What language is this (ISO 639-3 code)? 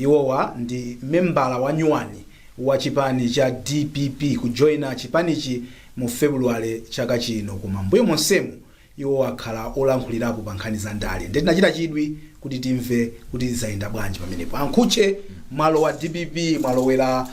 nya